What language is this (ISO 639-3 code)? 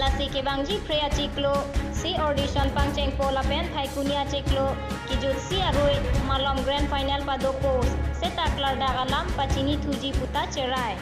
mjw